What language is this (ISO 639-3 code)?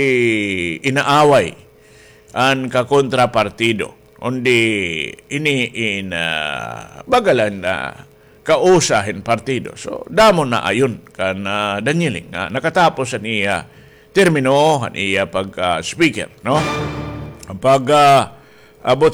war